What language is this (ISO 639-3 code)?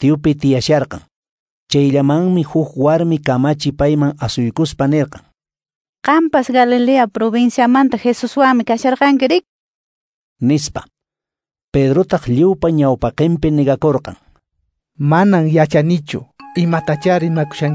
que